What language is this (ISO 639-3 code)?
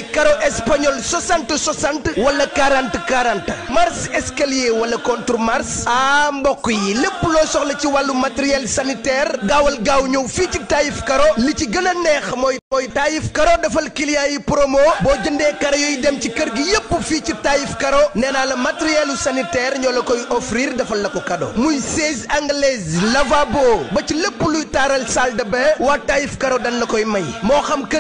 wol